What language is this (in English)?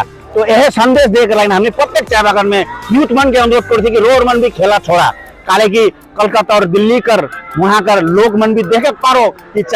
Sadri